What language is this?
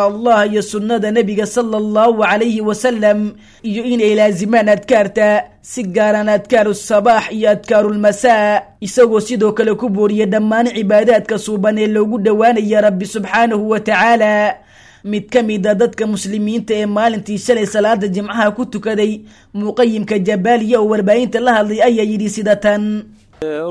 Somali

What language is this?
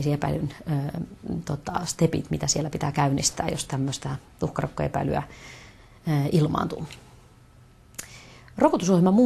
Finnish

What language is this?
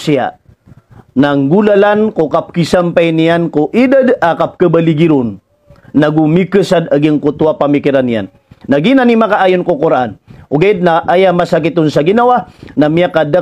Maranao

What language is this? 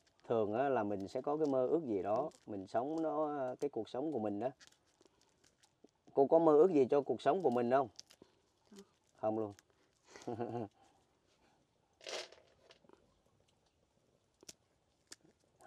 Vietnamese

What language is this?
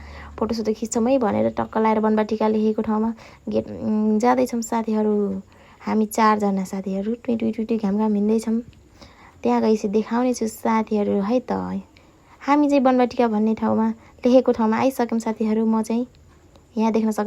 Nepali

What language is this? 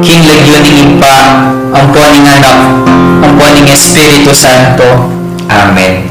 Pampanga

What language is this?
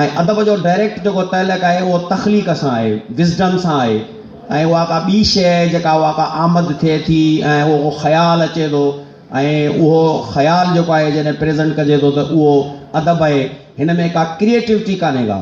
Sindhi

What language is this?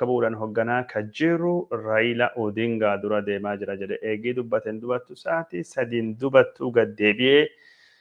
Oromo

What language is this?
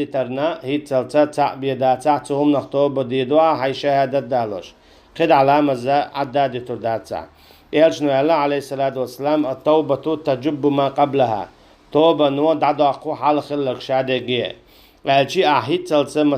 Chechen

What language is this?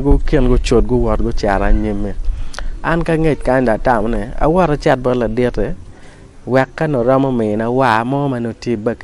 Acoli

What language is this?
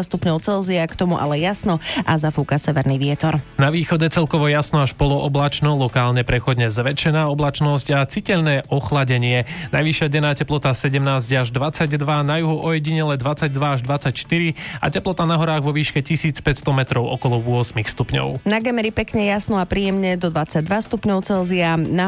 Slovak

